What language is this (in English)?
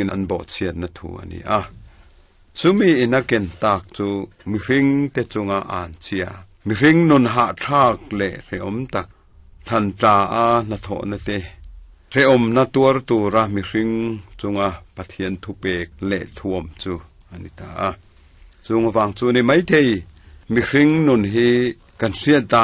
Mizo